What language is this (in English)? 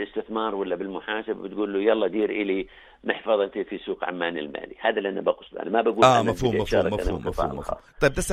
North Levantine Arabic